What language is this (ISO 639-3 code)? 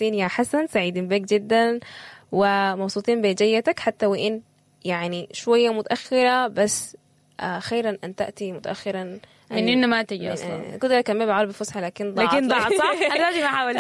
apd